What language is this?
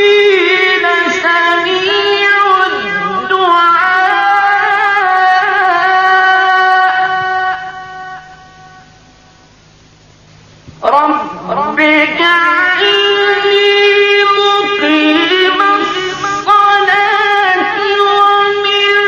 Arabic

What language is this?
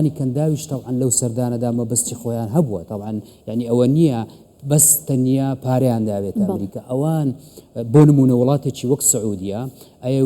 Central Kurdish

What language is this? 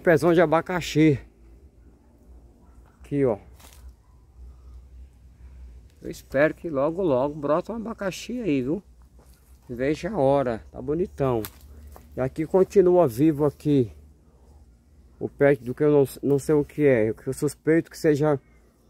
Portuguese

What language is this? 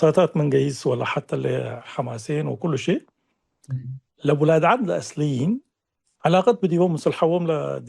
Tigre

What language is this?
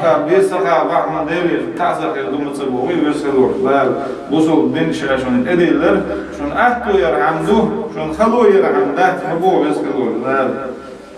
Chechen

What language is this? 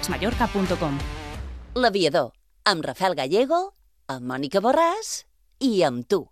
Catalan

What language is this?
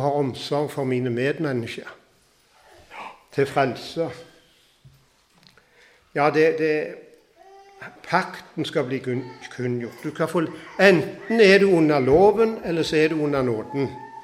Norwegian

